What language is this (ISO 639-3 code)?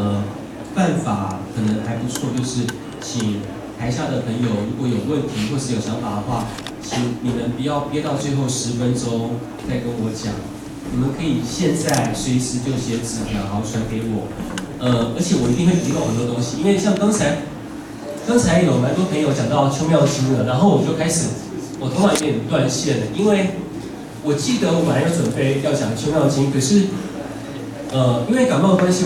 zho